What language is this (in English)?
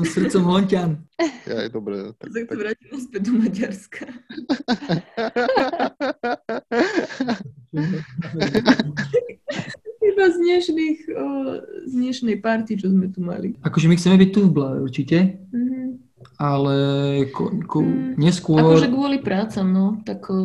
Slovak